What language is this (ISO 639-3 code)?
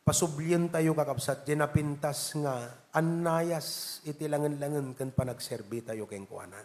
ilo